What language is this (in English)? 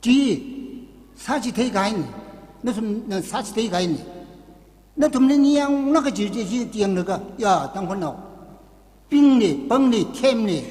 Tangkhul Naga (India)